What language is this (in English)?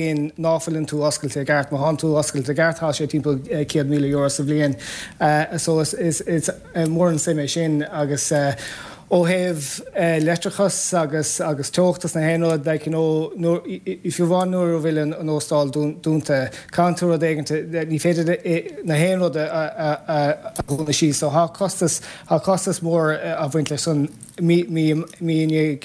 Irish